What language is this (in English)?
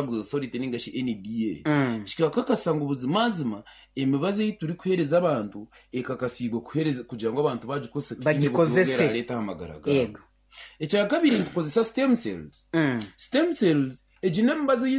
Nyankole